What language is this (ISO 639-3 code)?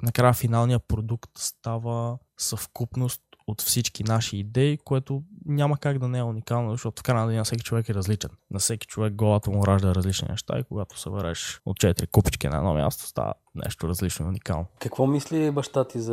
bul